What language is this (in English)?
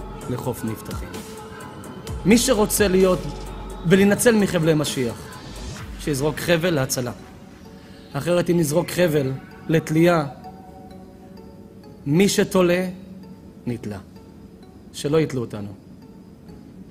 Hebrew